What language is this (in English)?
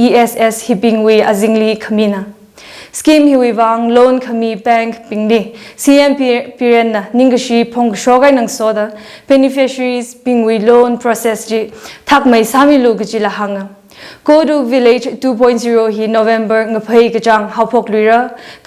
Tangkhul Naga (India)